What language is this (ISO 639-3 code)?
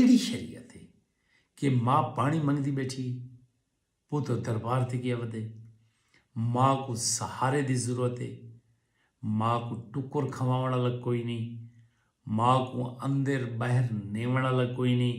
skr